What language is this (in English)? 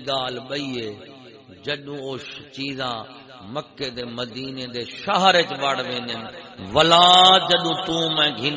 Saraiki